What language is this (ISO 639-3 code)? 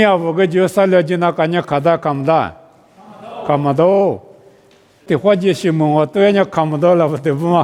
lis